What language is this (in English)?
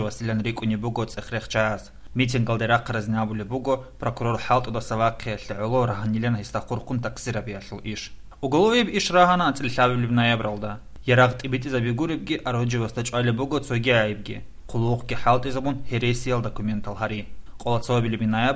Avaric